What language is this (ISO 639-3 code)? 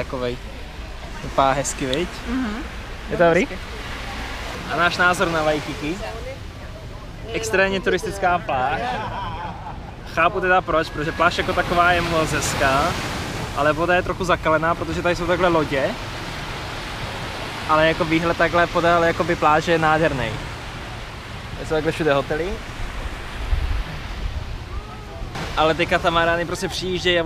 ces